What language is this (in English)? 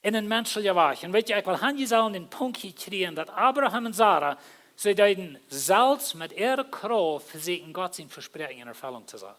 Plautdietsch